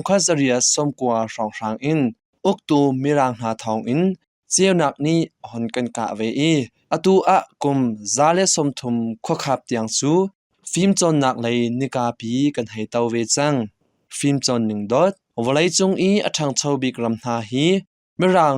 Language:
Hakha Chin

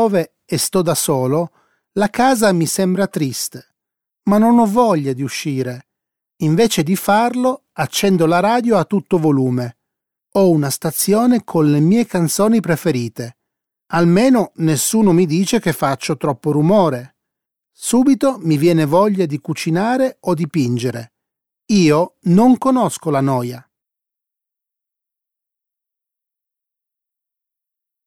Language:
Italian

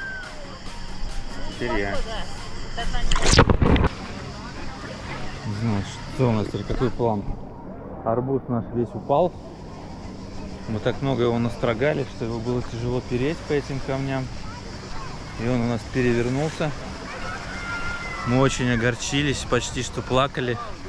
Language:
Russian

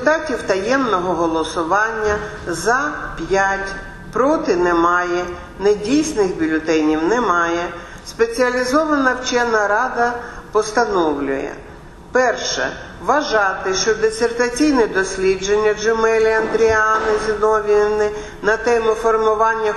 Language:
Ukrainian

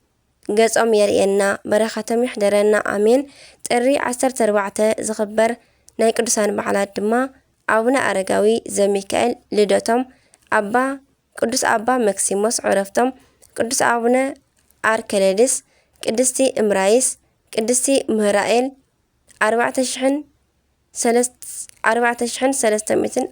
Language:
Tigrinya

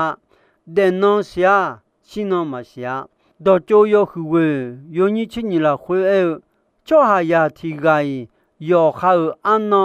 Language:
Akha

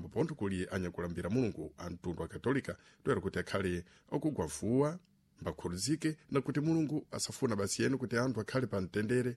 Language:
Sena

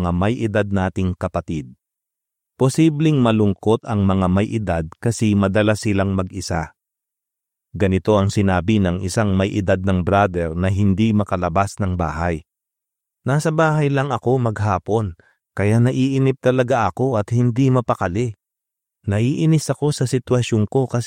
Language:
Filipino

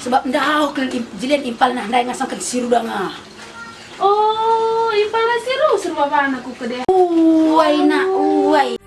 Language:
Batak Karo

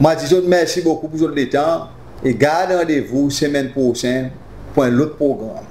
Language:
Seselwa Creole French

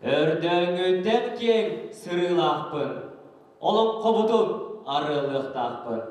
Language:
Yakut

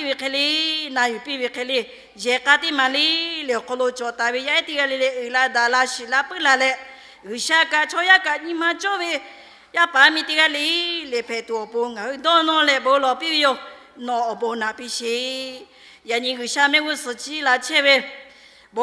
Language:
Lahu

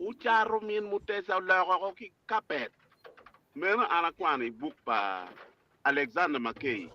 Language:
Acoli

